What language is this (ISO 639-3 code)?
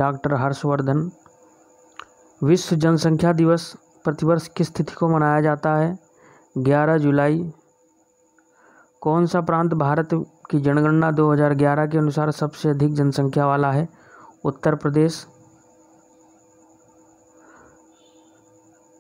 hin